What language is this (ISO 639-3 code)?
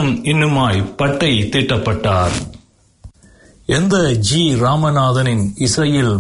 tam